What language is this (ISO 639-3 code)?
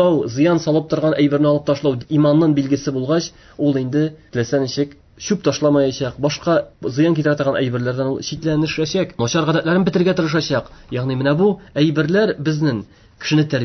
tat